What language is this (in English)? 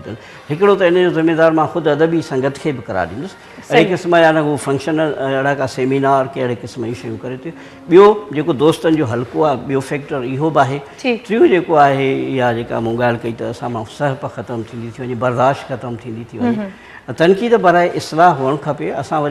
Sindhi